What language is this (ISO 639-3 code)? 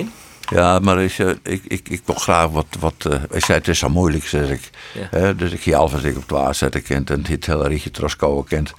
fry